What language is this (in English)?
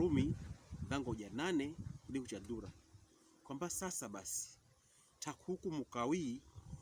Pokomo